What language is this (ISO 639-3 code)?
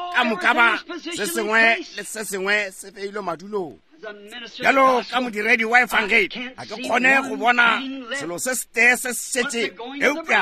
nso